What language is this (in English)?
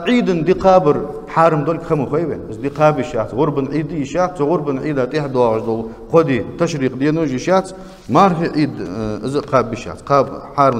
Ingush